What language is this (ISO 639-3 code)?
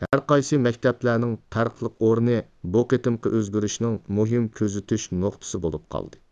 uig